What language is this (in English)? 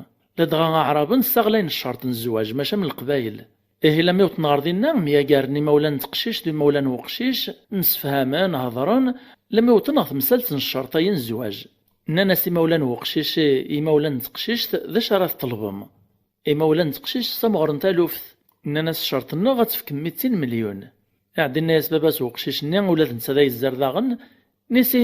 Kabyle